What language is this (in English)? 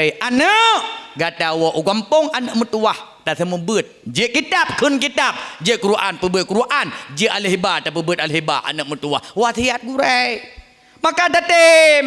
Achinese